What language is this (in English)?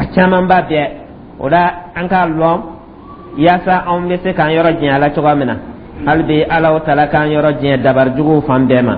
Dyula